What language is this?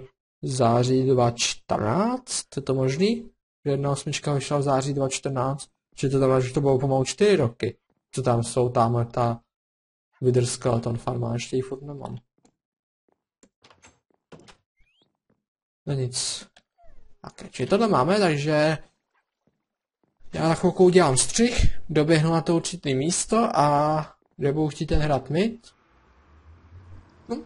Czech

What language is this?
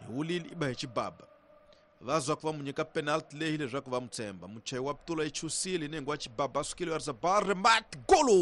Tsonga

